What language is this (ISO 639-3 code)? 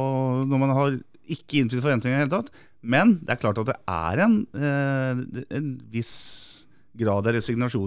nor